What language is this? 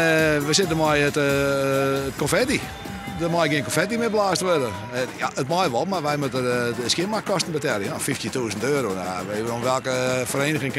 Western Frisian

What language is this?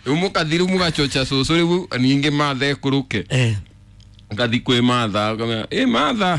Kikuyu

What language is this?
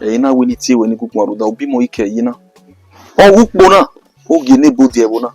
Bini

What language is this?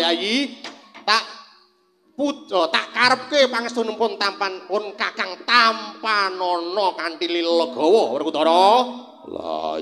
Javanese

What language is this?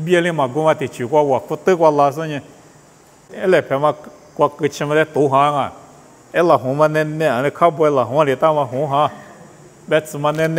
Lisu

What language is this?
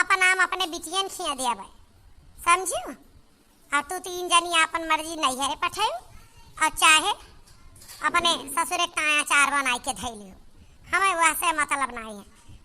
Awadhi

